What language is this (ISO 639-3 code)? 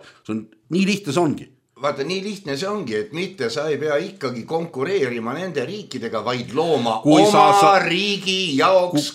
est